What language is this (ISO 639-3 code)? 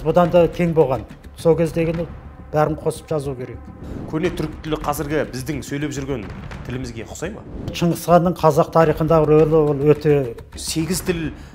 kaz